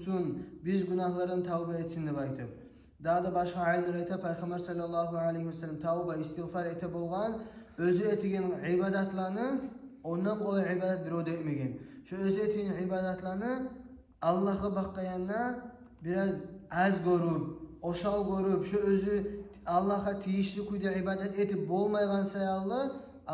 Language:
Kumyk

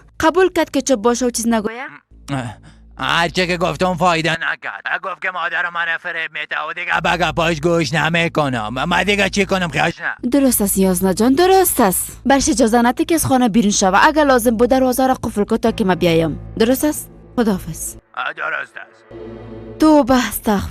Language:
Persian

